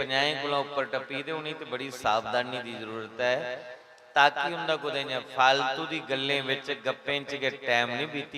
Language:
Dogri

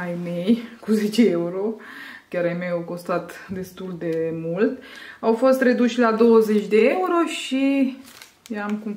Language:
Romanian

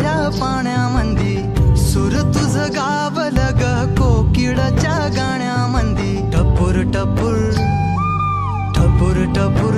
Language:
Marathi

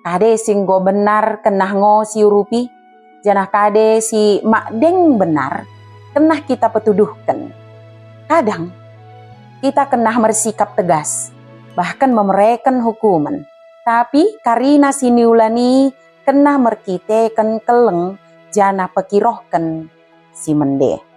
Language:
Batak Dairi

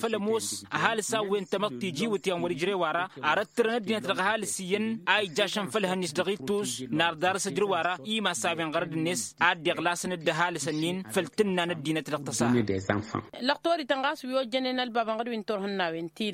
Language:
Tamasheq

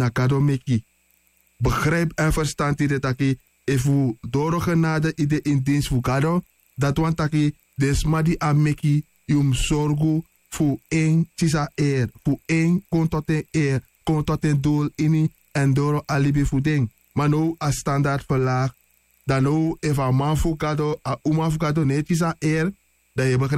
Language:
Sranan Tongo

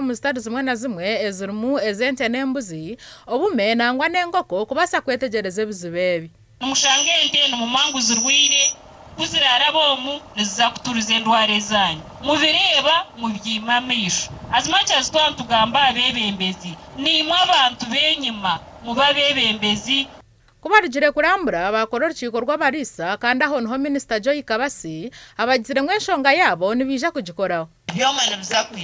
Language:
Nyankole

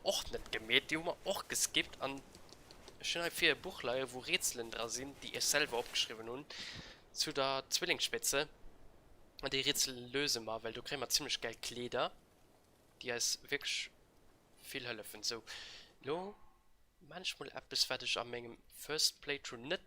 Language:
Luxembourgish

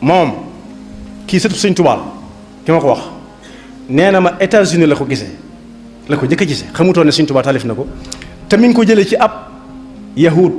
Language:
Wolof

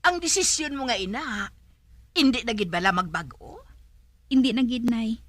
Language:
Hiligaynon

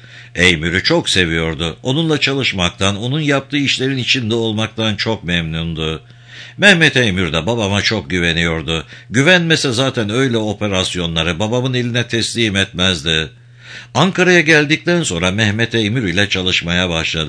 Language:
Turkish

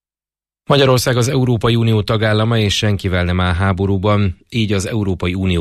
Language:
Hungarian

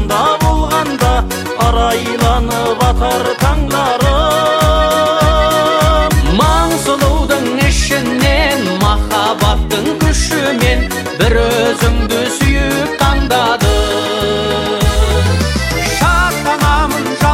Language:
Kazakh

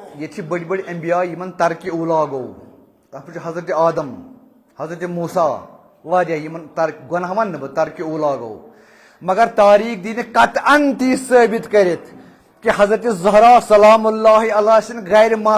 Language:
Kashmiri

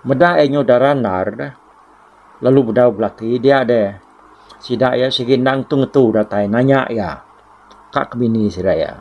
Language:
Iban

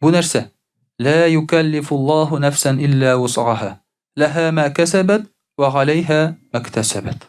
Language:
Tatar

